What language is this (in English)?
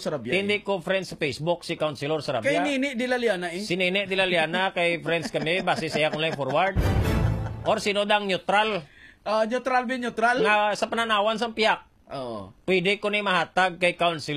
Hiligaynon